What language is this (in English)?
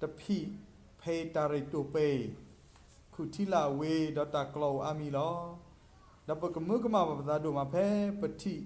S'gaw Karen